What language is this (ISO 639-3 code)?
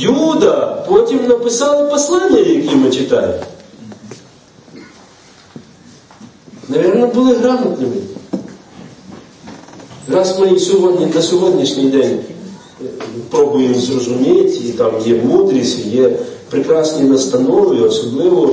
ukr